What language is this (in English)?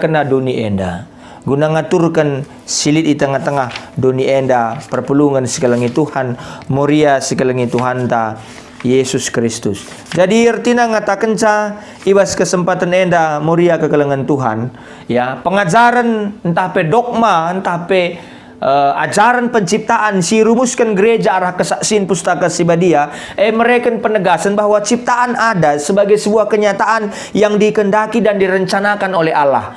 Batak Karo